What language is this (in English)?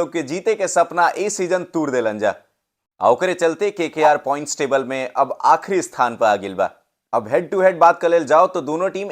Bhojpuri